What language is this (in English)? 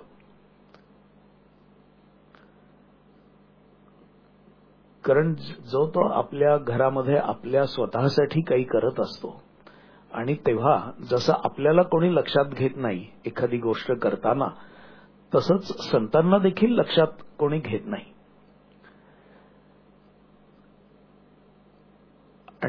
Marathi